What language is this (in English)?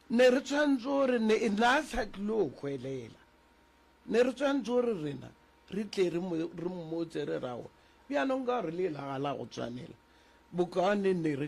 Northern Sotho